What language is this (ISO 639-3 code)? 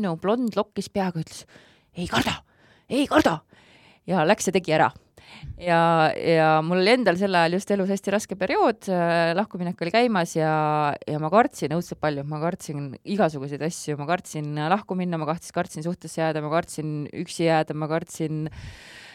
est